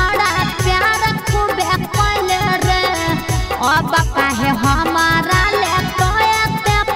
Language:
Bhojpuri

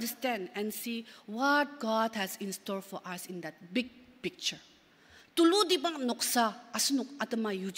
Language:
Ao Naga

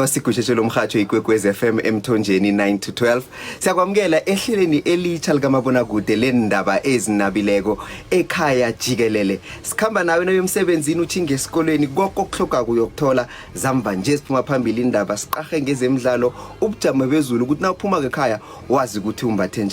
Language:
Zulu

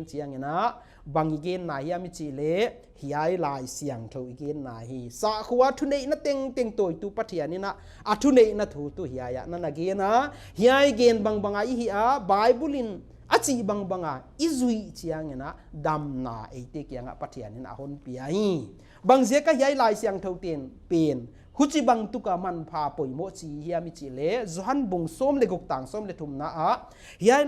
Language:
Paite Chin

